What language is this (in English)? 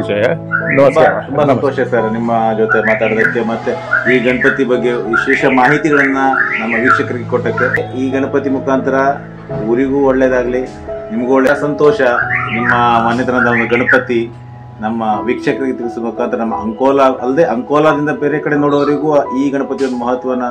Kannada